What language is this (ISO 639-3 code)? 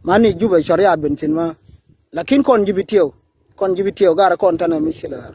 nus